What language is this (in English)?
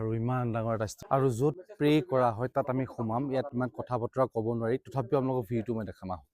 Assamese